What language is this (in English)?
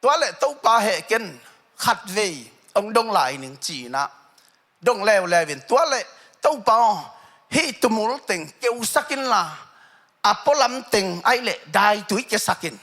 Tedim Chin